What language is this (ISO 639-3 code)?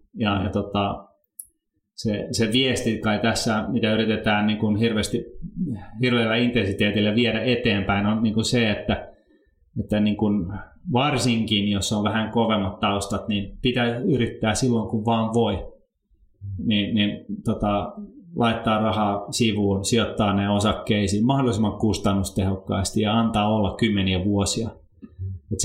fin